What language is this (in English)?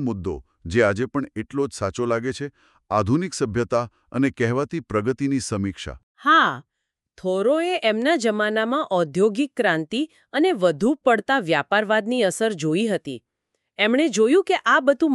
Gujarati